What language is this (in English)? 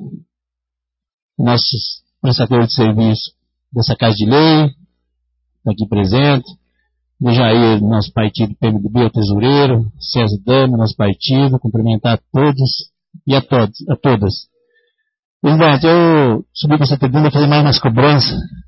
Portuguese